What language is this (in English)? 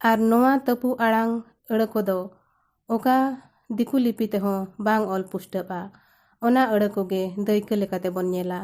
Santali